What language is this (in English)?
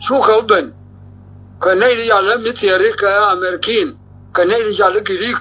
Nuer